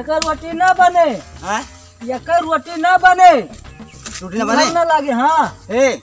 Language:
Awadhi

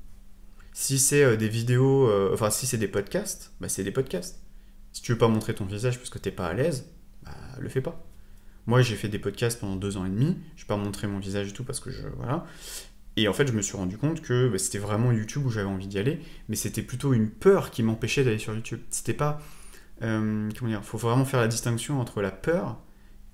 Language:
French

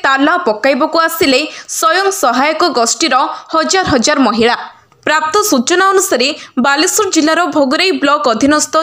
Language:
Odia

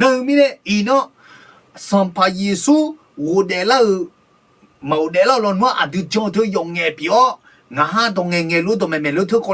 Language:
Akha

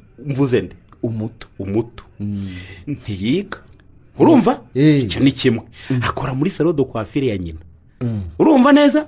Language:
Kinyarwanda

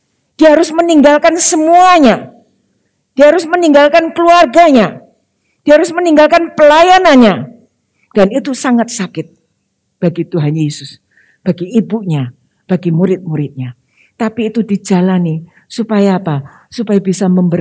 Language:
Indonesian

